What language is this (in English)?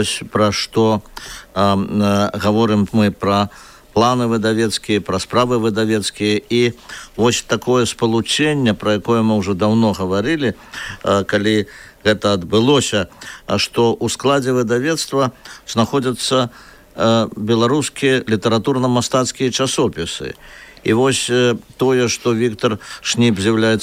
Belarusian